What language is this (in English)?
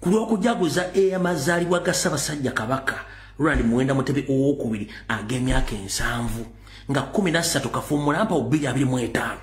Ganda